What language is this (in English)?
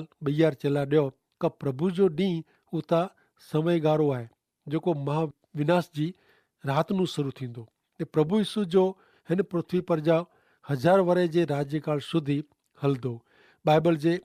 Kachhi